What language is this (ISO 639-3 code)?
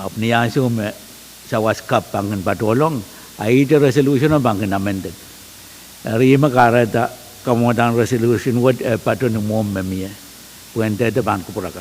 pon